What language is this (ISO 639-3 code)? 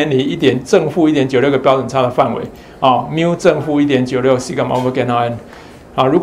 zho